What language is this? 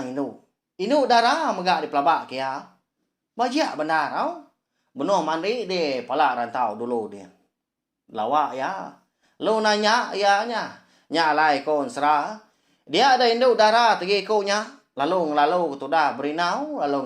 Iban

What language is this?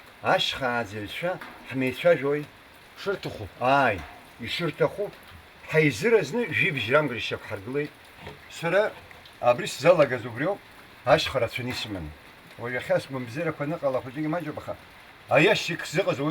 Abkhazian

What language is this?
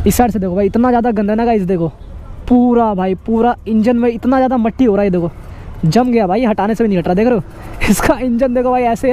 Hindi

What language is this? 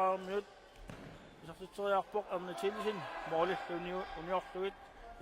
Kalaallisut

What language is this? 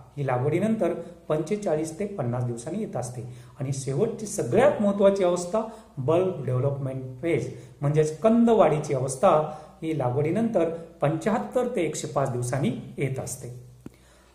Marathi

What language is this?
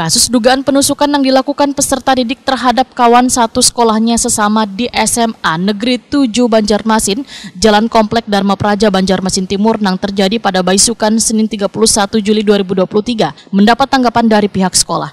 Banjar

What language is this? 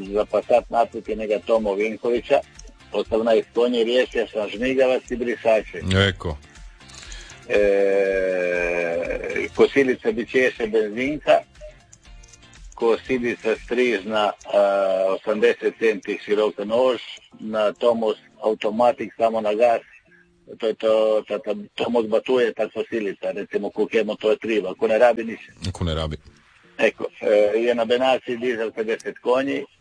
Croatian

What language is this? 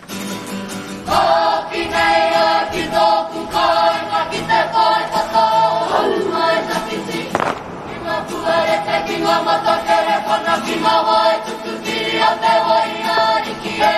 Māori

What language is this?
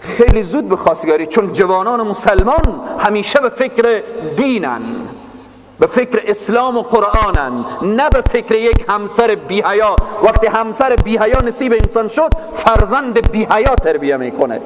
Persian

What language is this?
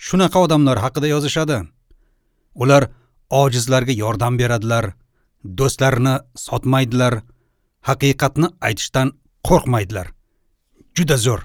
Uzbek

